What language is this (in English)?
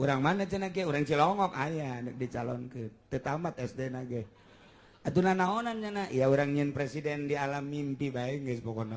Sundanese